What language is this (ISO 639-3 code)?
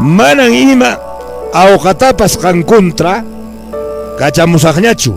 que